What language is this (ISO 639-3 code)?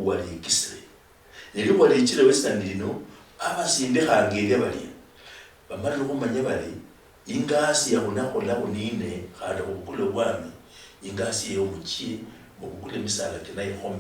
luy